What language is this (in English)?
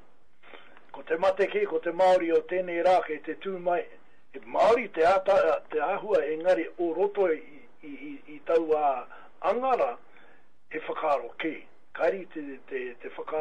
Māori